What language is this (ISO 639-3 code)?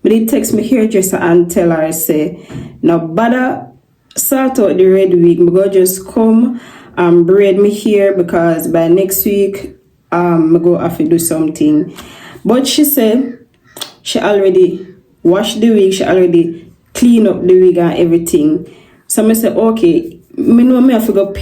jam